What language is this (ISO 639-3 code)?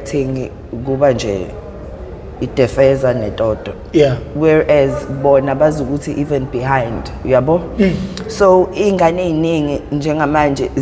zul